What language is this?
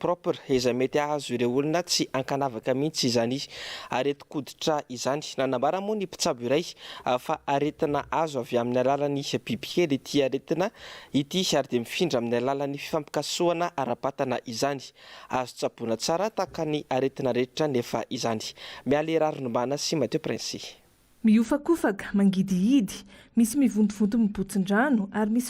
Malagasy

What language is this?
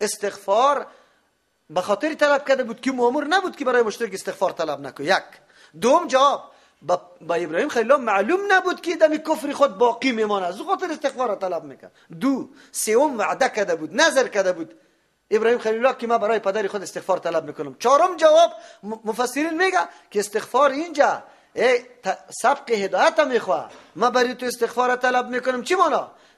Persian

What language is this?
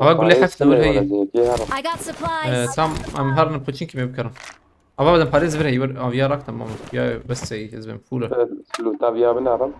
Kurdish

